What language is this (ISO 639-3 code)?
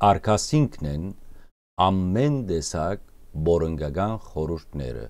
hyw